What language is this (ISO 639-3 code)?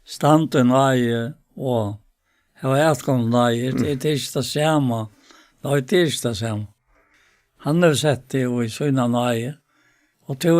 fao